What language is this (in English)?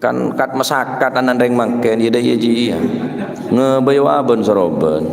Madurese